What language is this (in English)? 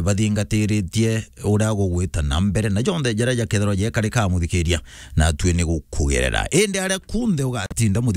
Meru